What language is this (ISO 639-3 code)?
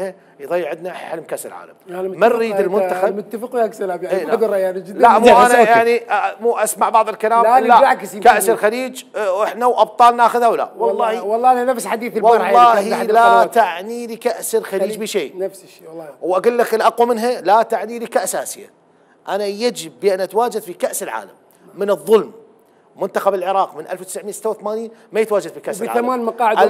acm